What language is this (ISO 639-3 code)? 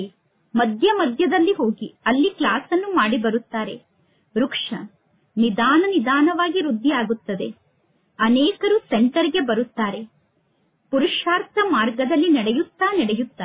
kan